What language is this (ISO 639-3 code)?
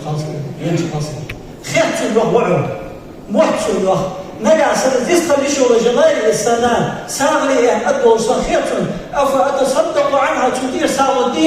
inh